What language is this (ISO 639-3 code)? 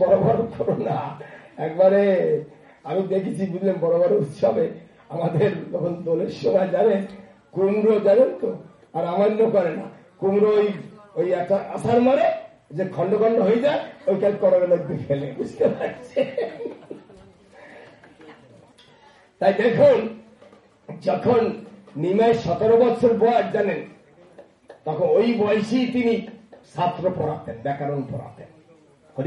ben